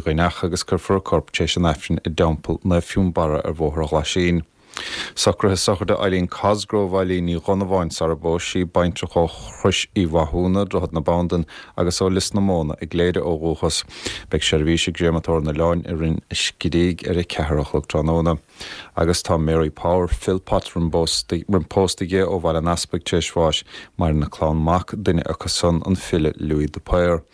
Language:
Irish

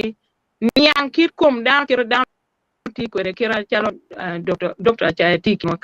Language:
Acoli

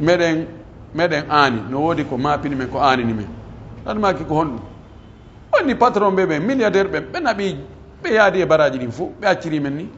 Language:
Pular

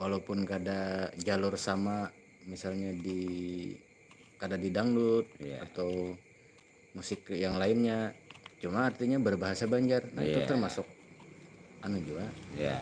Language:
Banjar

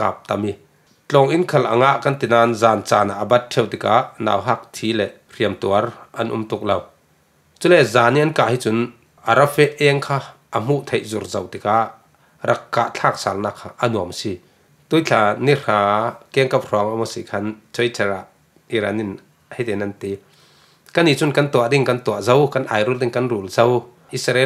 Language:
Falam Chin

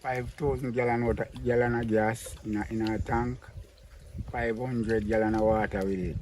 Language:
Jamaican Creole English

